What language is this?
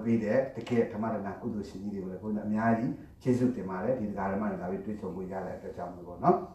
Burmese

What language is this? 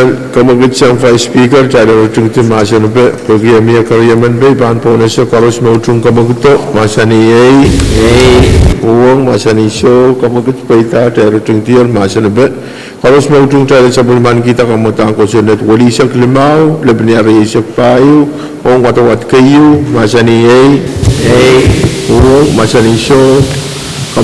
Pohnpeian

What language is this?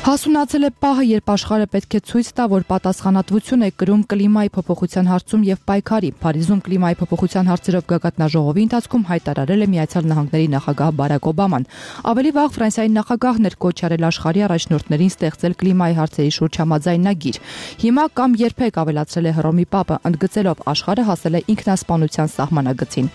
Armenian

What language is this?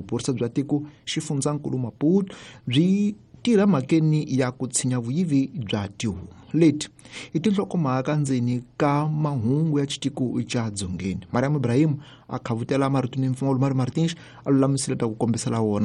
Tsonga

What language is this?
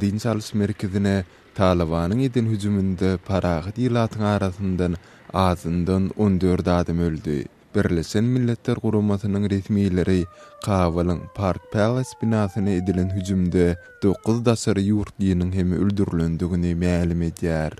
Turkmen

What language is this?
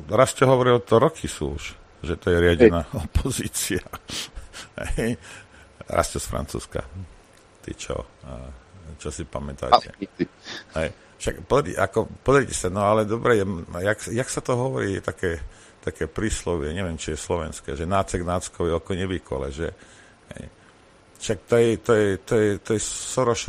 Slovak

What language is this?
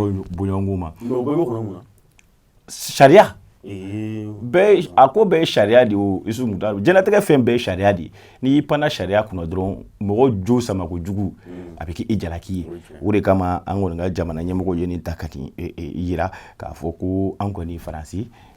Bambara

